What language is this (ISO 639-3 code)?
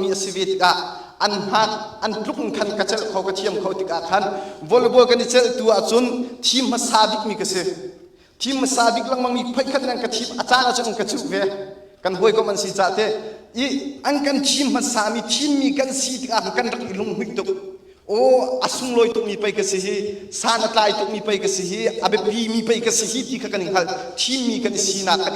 cnh